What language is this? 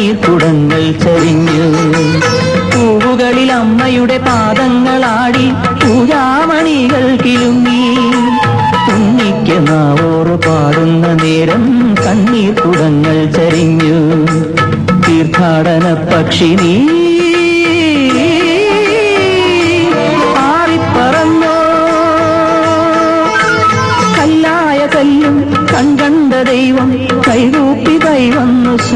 Malayalam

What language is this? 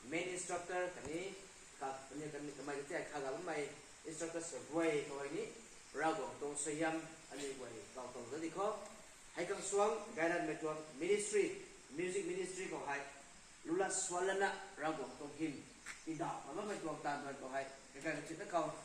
Rongmei Naga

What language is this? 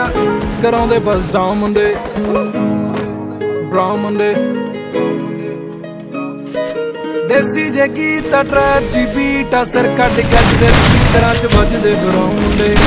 Punjabi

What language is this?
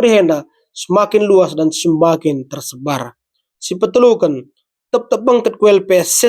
Batak Karo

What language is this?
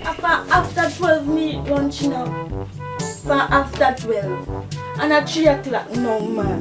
Jamaican Creole English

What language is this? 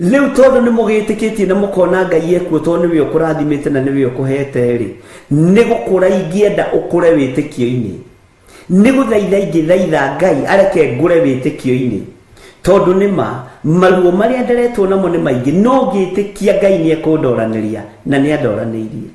Kikuyu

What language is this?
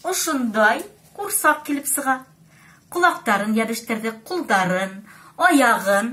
Bashkir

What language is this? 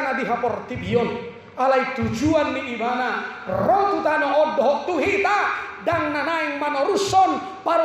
Batak Toba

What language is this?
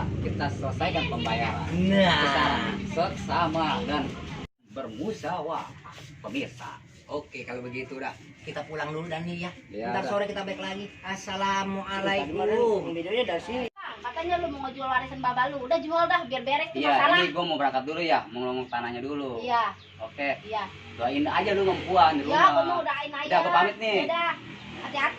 Betawi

